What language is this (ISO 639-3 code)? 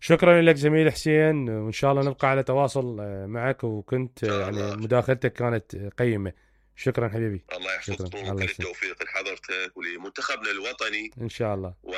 acm